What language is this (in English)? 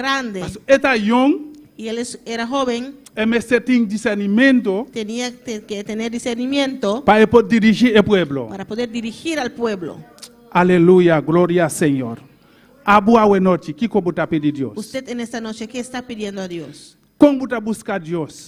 Papiamento